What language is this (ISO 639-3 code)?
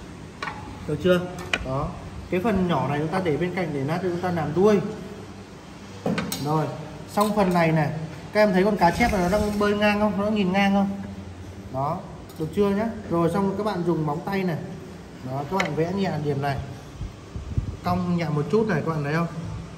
vie